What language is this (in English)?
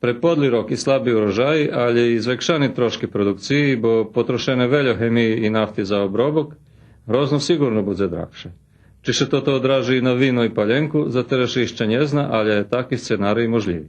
Rusyn